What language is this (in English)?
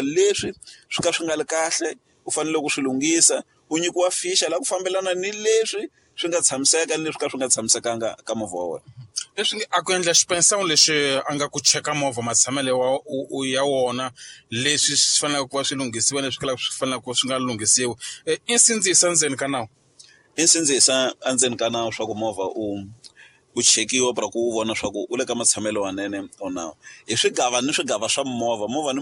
Tsonga